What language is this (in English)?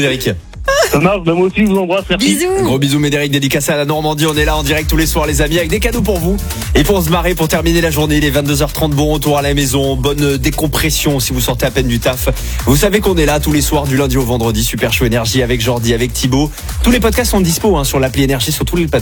French